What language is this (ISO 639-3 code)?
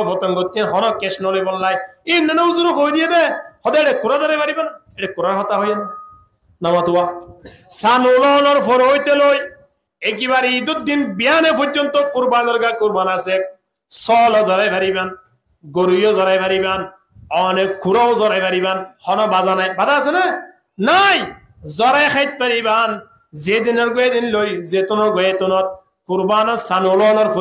rhg